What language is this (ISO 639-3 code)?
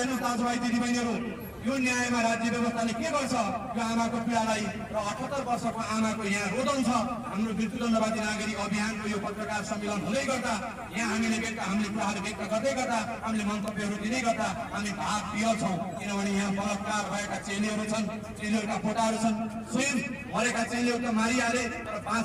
nep